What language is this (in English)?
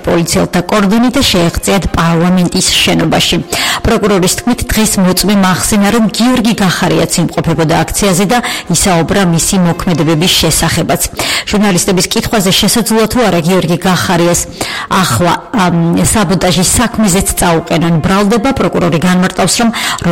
Georgian